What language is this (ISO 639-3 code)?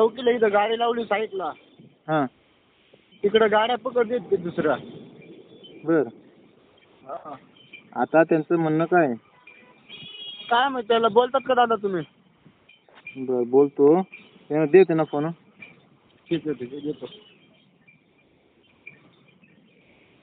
mar